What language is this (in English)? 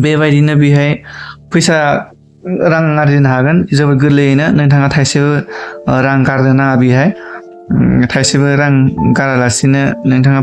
Bodo